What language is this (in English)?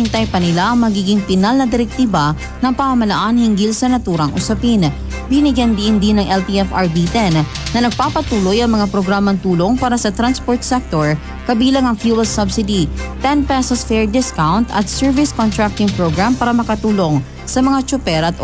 Filipino